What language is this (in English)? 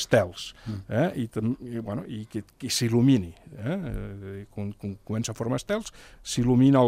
Catalan